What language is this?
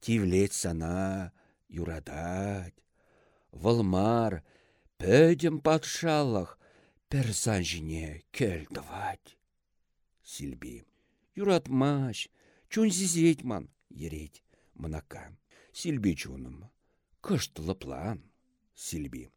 Chuvash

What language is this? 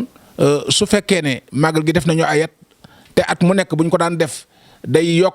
Wolof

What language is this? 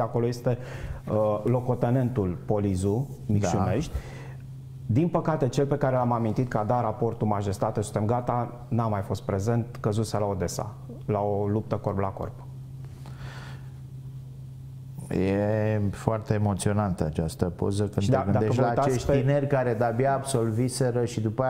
Romanian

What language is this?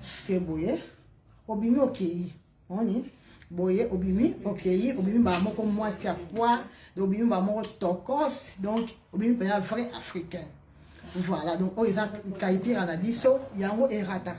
Lingala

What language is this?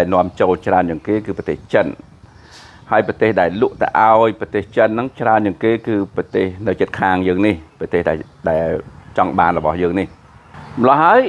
Khmer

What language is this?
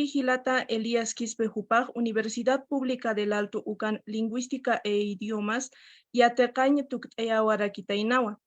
Aymara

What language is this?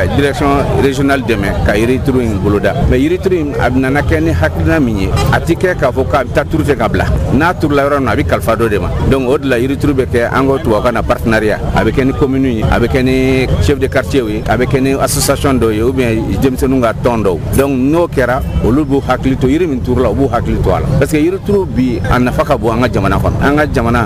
Bambara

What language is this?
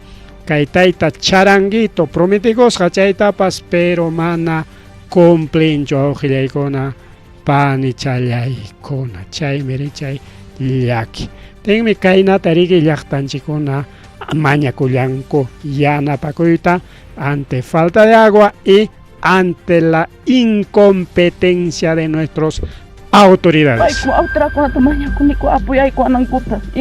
Ayacucho Quechua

